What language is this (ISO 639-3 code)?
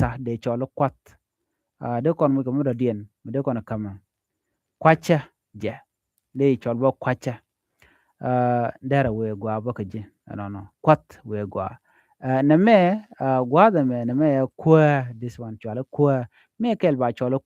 nus